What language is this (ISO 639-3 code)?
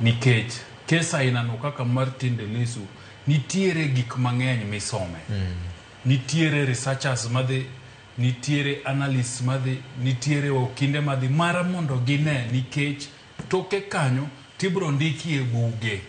luo